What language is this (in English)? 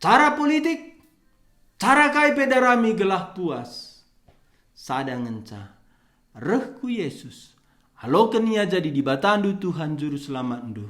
Batak Karo